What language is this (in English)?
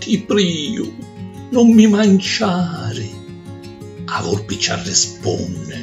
Sicilian